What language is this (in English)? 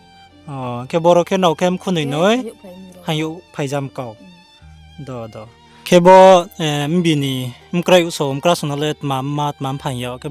Riang (India)